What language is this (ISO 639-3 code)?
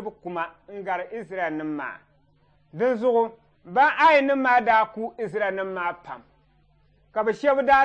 dag